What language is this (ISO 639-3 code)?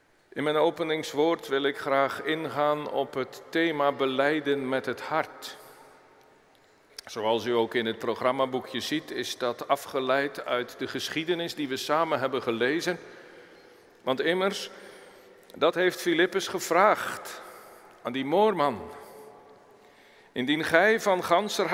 nld